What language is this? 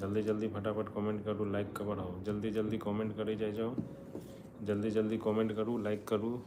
Maithili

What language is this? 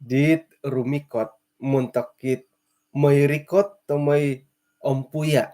Central Dusun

